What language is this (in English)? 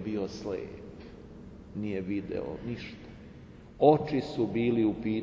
Serbian